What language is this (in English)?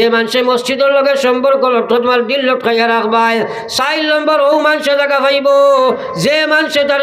Sylheti